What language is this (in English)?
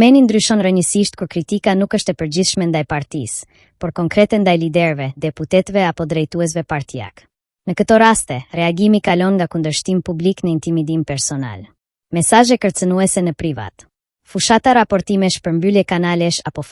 Albanian